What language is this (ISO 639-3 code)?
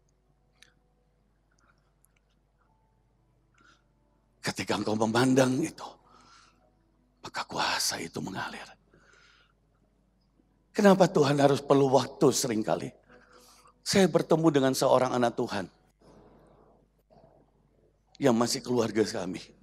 ind